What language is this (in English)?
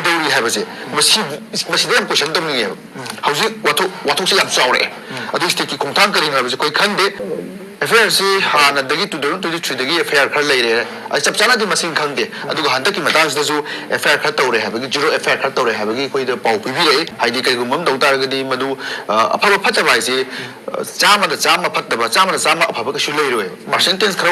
Manipuri